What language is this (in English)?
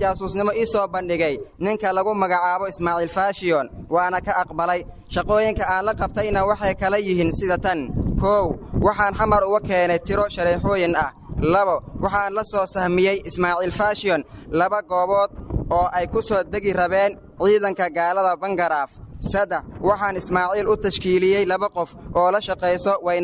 Somali